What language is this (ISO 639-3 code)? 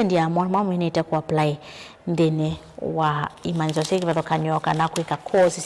kam